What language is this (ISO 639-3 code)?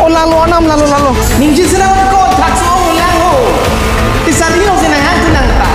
mjw